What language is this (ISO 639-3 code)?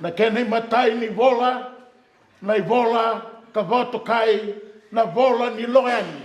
fij